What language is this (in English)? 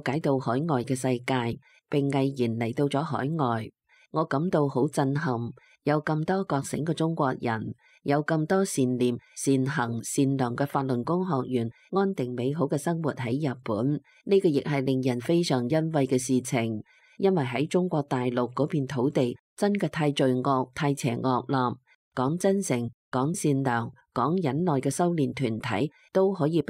Cantonese